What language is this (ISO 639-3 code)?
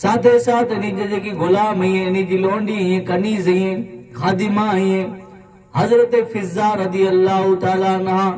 kfr